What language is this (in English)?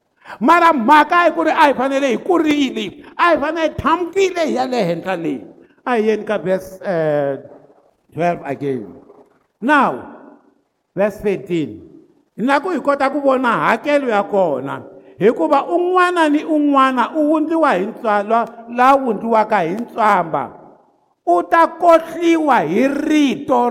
Tsonga